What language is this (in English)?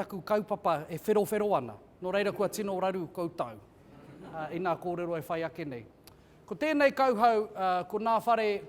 Māori